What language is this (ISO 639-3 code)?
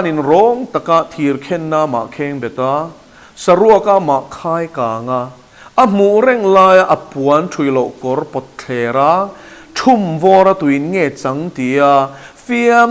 lus